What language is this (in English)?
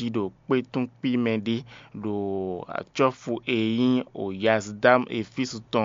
Fon